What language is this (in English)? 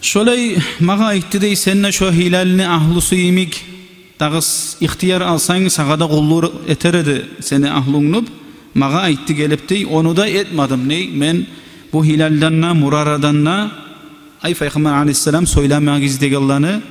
Kumyk